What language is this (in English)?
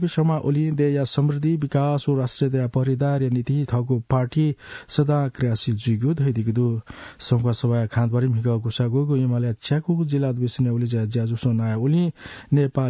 Newari